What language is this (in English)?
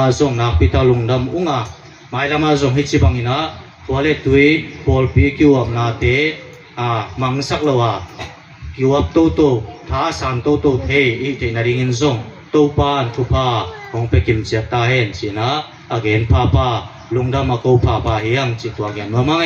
Tedim Chin